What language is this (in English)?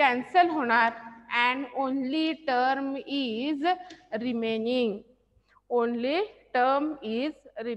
Marathi